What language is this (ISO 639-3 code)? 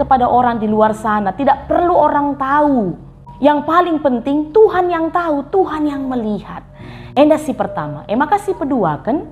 btx